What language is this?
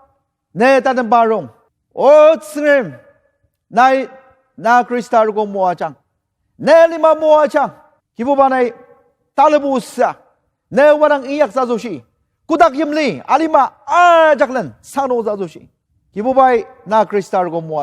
Ao Naga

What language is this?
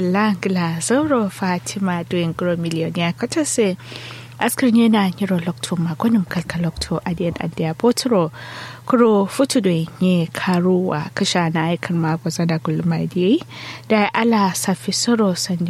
Kanuri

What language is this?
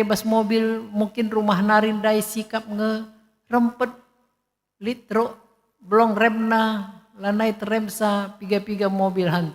Batak Karo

